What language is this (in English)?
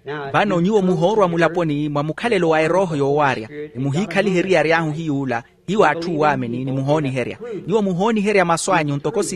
Makhuwa